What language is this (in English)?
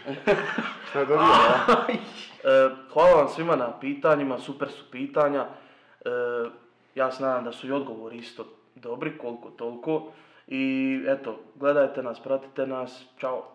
Croatian